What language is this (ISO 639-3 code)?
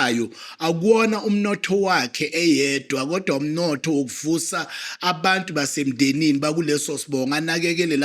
zul